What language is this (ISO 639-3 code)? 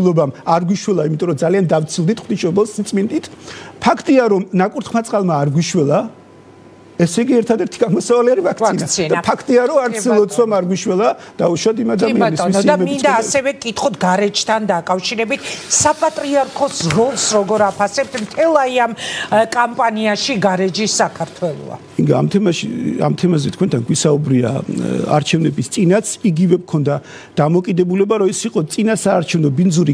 kat